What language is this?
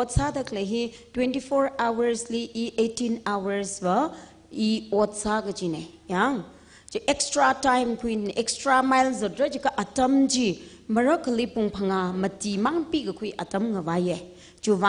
Tangkhul Naga (India)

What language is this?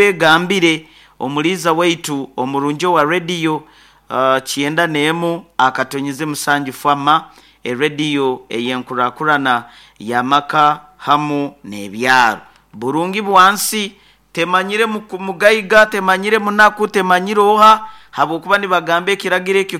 Nyoro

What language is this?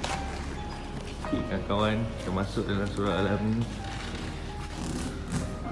Malay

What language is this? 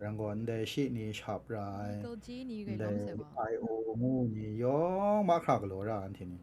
Kachin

